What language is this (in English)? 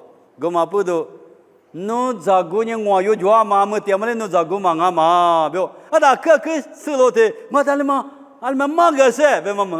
Lisu